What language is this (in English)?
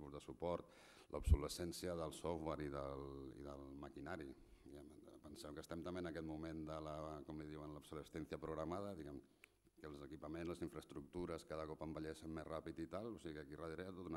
Catalan